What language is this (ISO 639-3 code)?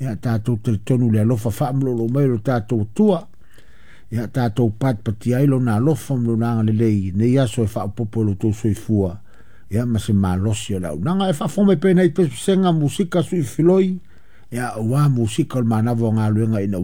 smo